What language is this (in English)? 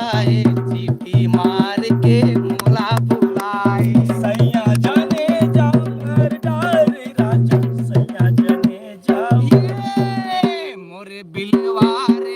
Chhattisgarhi